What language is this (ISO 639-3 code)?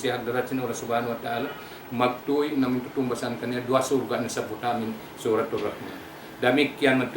tsg